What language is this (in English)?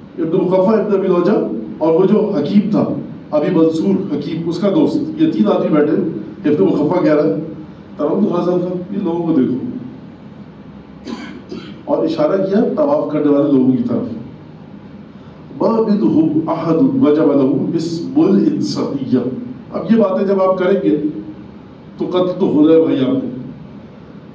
Urdu